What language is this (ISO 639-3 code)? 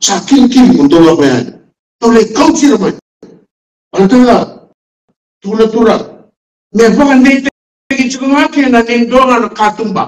fij